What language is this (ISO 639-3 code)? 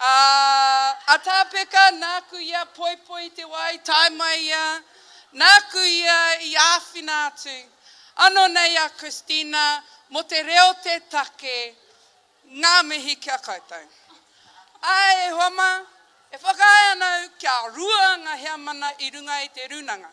mri